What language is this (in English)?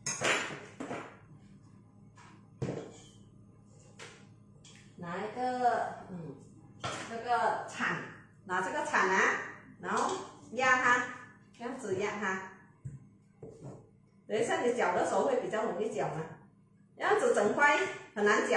Chinese